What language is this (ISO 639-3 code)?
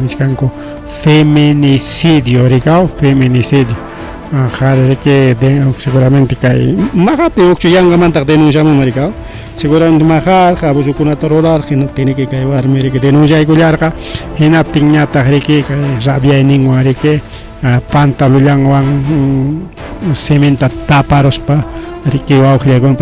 quy